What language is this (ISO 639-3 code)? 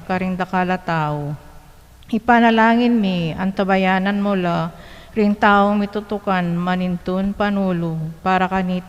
pam